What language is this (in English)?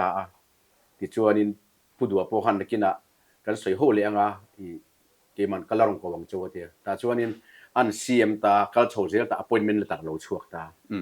Mizo